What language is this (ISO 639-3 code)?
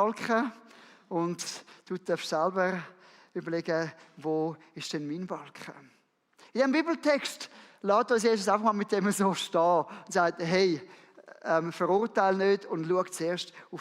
gsw